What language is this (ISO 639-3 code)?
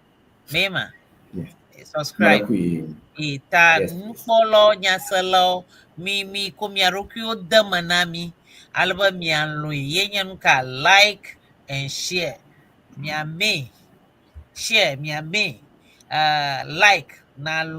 ewe